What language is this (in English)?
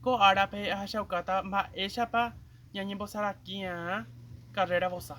Guarani